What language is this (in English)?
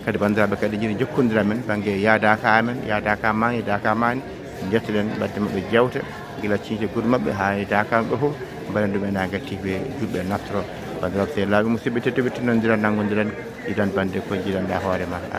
Fula